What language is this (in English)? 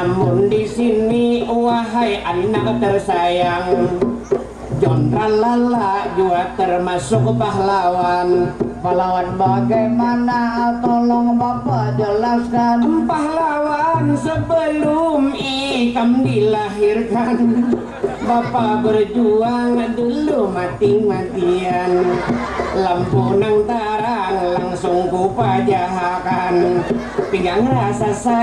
Banjar